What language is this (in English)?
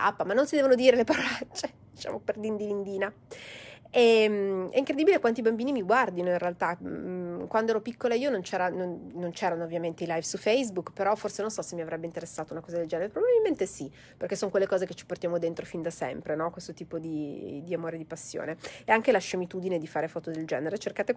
Italian